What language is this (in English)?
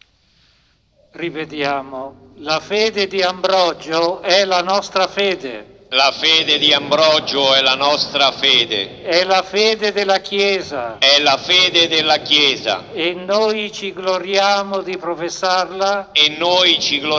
Italian